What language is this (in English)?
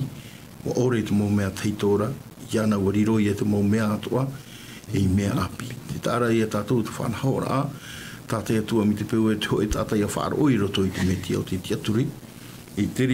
Tahitian